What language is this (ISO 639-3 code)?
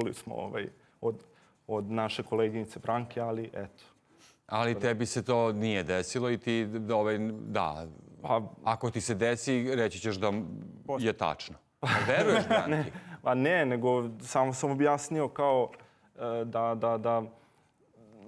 srp